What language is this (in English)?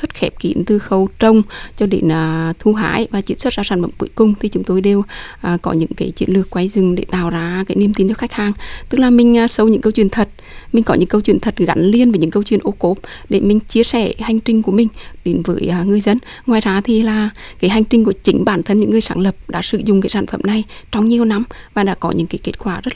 Vietnamese